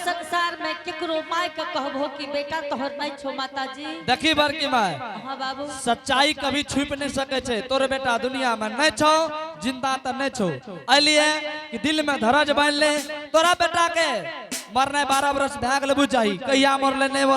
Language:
Angika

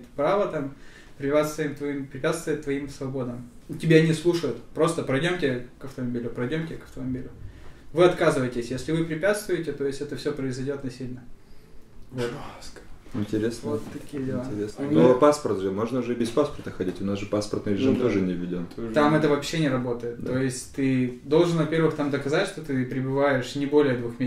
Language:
Russian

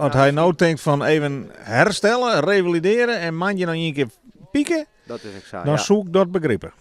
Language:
Western Frisian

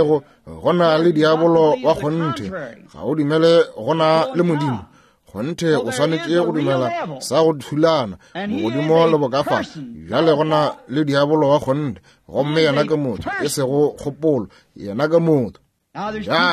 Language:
Northern Sotho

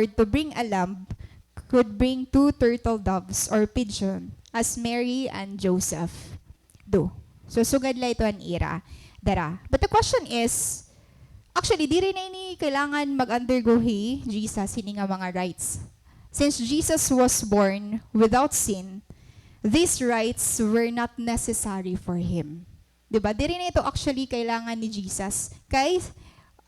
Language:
Waray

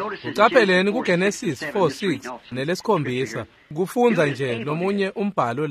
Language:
Swati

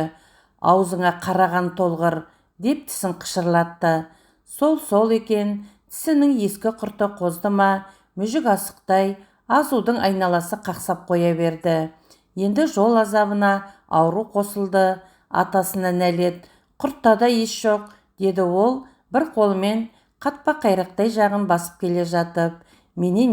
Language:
Kazakh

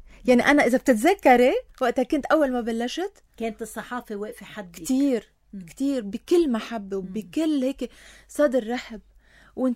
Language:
North Levantine Arabic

